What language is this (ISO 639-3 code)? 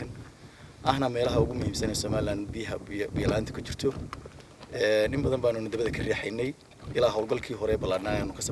som